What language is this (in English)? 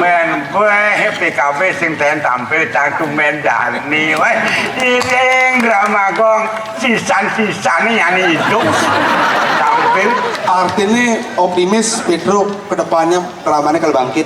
Balinese